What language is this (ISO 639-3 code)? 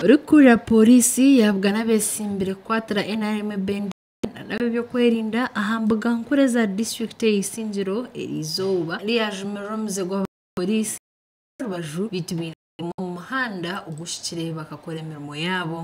nyn